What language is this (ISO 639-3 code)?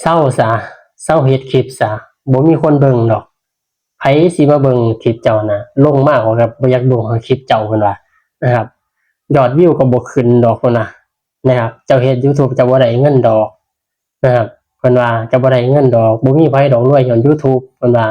tts